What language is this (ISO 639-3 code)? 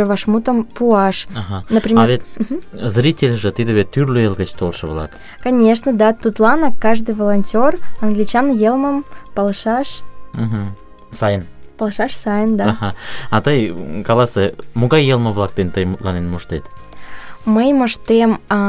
chm